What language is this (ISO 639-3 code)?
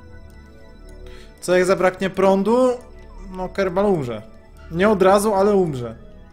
pol